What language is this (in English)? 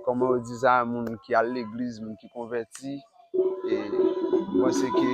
Haitian Creole